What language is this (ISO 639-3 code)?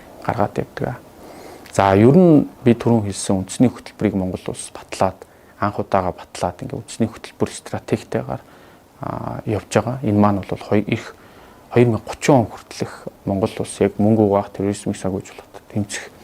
mon